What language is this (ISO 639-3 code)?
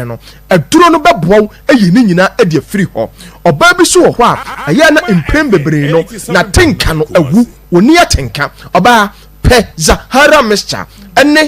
aka